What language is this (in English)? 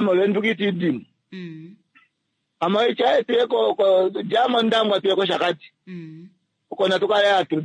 Kuanyama